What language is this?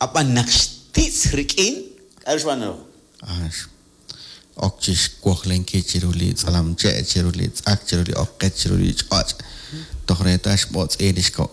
Kekchí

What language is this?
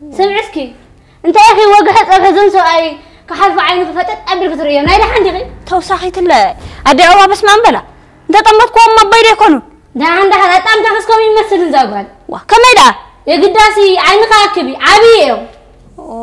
Tigrinya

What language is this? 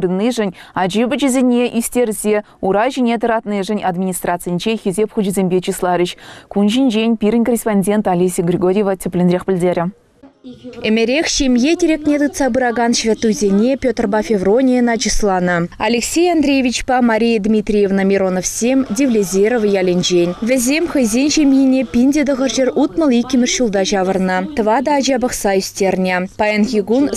Chuvash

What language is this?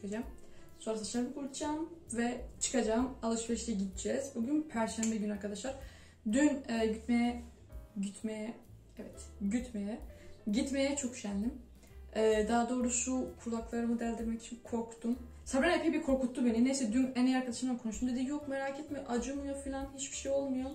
Turkish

